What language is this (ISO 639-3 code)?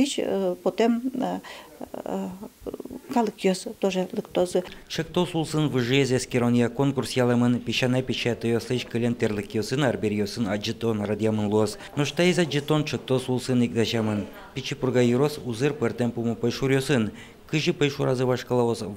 udm